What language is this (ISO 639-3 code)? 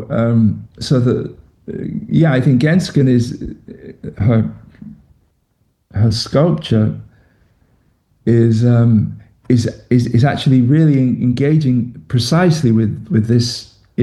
eng